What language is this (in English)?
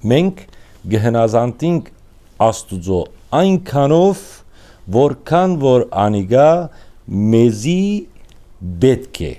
Western Armenian